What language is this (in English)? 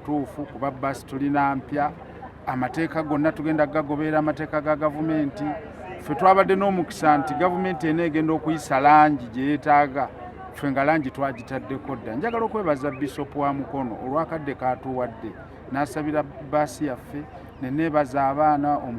Ganda